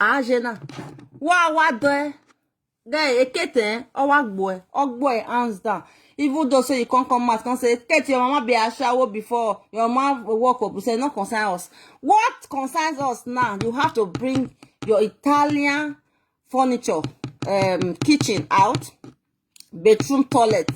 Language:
Nigerian Pidgin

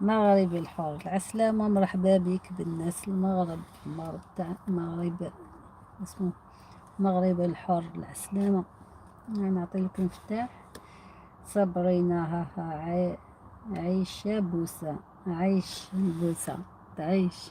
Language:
Algerian Arabic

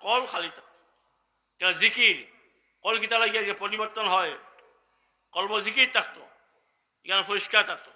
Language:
Sylheti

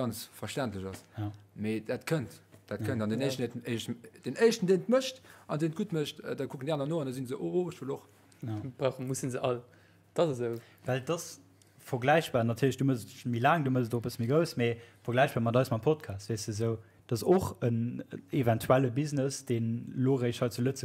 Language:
Luxembourgish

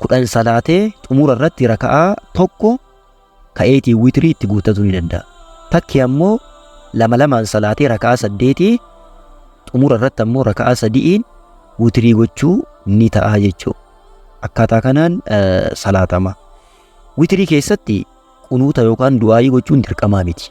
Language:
Oromo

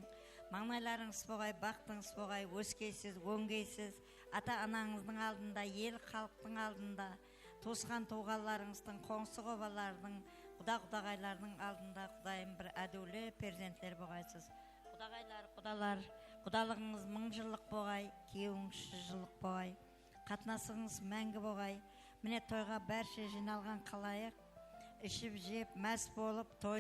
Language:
Kara-Kalpak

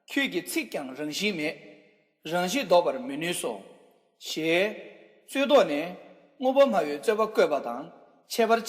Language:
Tibetan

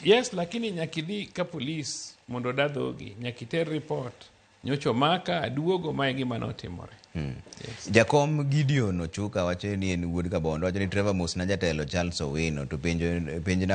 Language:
Luo (Kenya and Tanzania)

